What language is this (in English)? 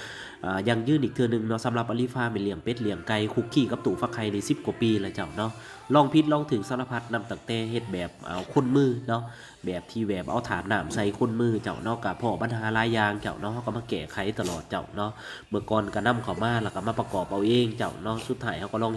Lao